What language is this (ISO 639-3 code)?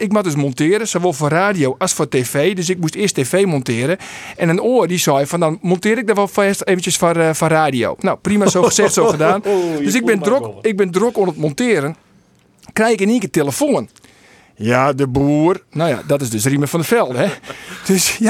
fry